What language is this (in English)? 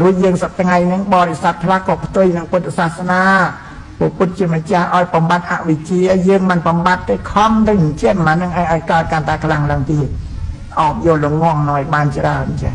Khmer